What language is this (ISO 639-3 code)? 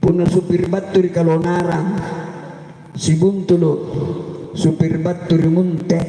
mak